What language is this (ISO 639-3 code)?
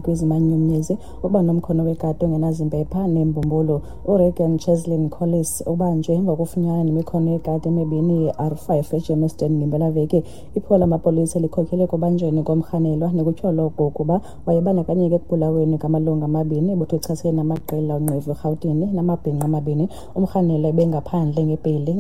xho